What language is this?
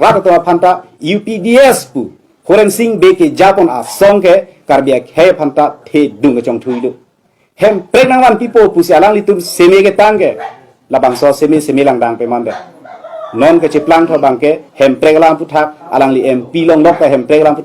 Karbi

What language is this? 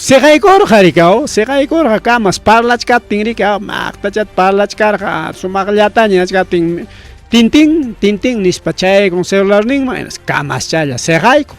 Ayacucho Quechua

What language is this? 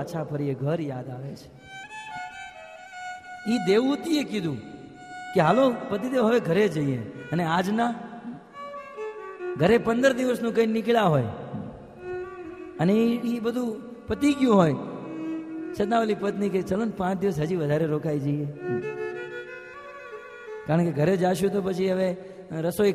Gujarati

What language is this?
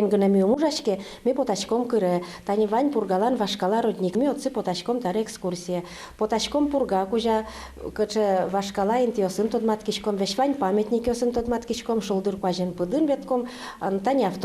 Udmurt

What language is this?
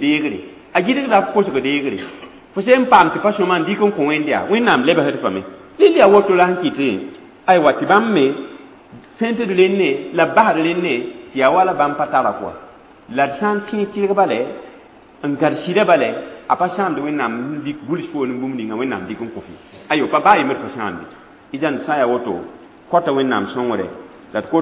Mossi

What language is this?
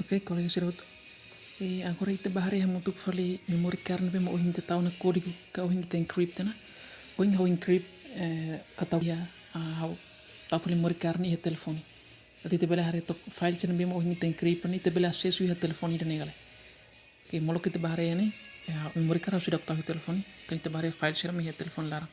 Tetum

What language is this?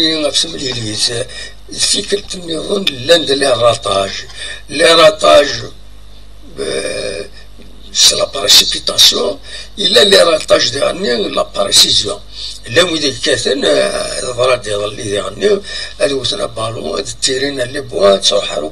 Kabyle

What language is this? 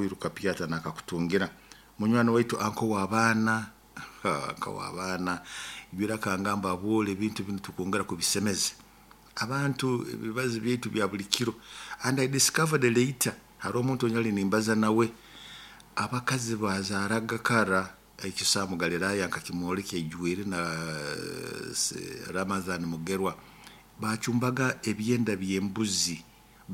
Nyoro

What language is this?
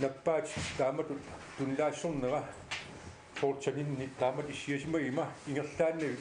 Kalaallisut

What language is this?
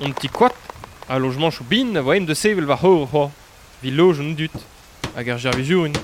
Breton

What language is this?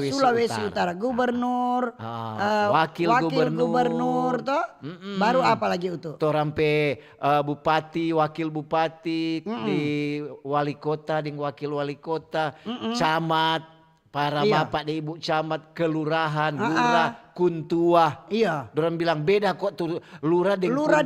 Manado Malay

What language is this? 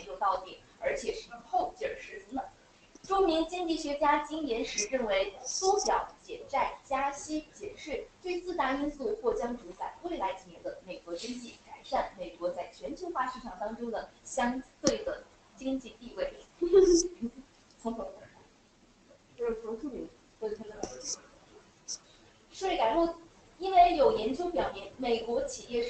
Chinese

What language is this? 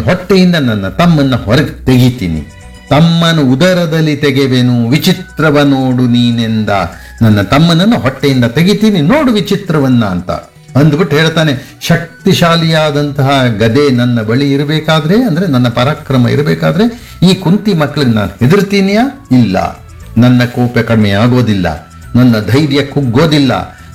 Kannada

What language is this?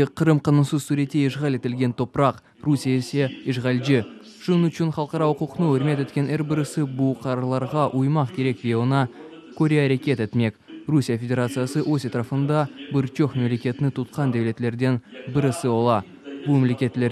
Crimean Tatar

